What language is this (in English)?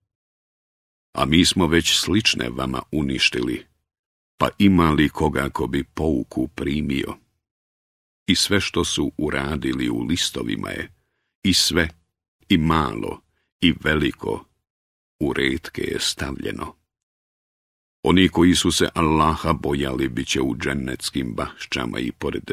Bosnian